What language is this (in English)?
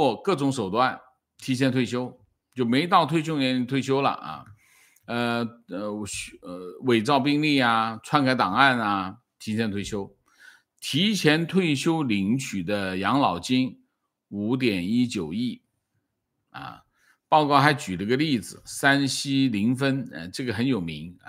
Chinese